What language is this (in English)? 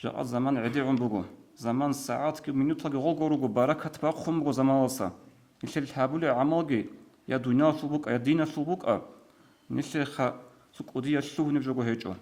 Avaric